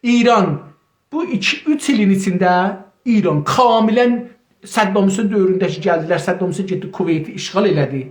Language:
South Azerbaijani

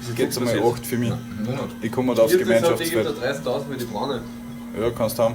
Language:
Bavarian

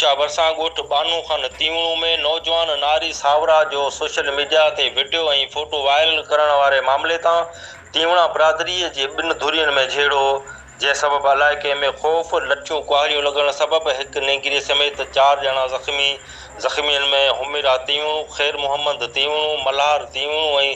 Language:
Sindhi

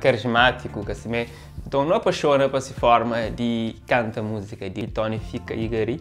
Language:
Kabuverdianu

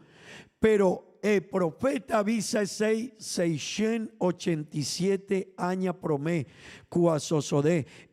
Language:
Papiamento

